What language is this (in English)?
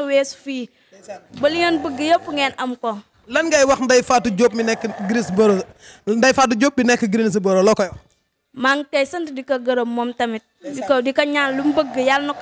Wolof